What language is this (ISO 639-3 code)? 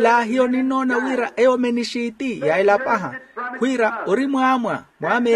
vmw